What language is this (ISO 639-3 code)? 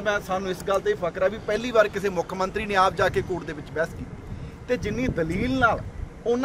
pan